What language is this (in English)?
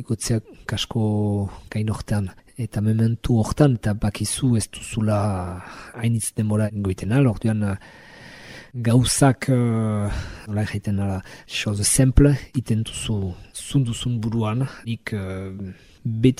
Basque